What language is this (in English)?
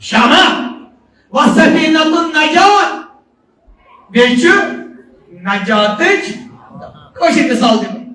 Kashmiri